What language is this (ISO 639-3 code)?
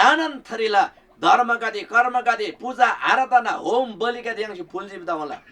taj